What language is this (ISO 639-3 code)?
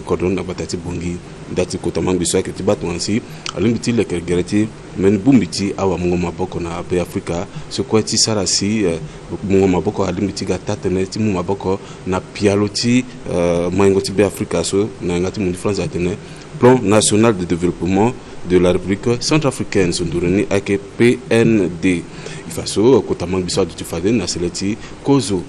sag